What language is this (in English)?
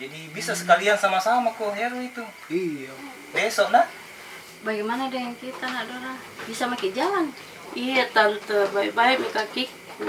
Makassar Malay